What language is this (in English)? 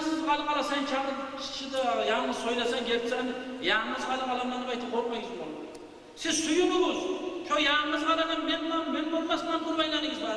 Kumyk